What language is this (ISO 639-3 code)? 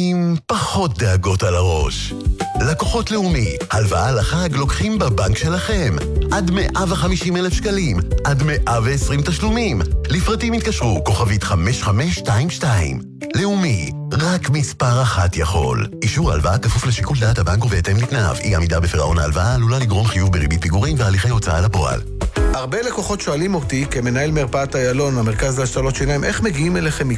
heb